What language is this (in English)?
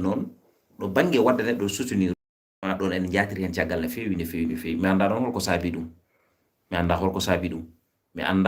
Fula